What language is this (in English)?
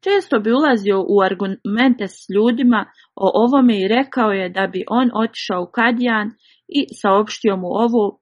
Bosnian